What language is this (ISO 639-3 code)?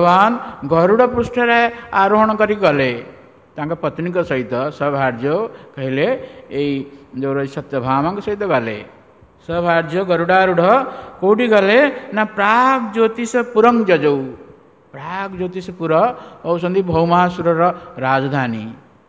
ori